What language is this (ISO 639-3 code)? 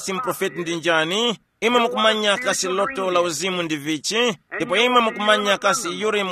tum